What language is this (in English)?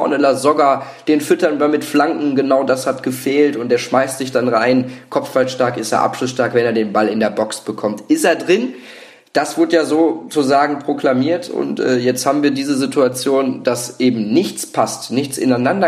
German